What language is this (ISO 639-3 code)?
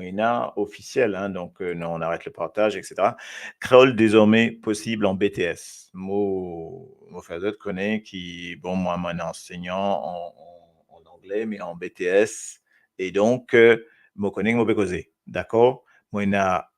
mfe